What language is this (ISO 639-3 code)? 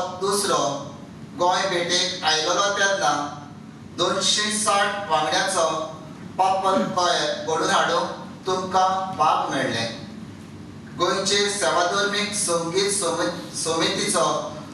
kok